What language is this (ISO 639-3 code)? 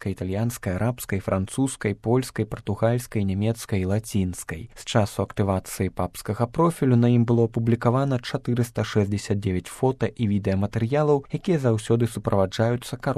bel